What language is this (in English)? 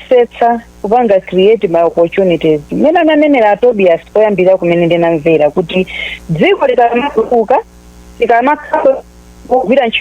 Nyanja